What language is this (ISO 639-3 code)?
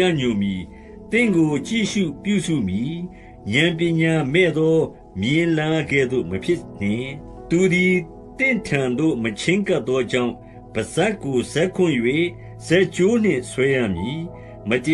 mya